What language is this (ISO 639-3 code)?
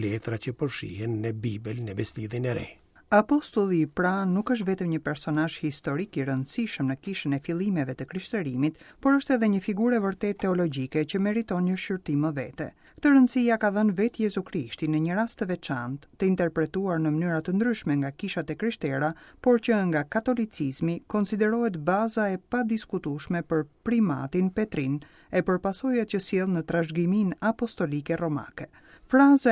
sqi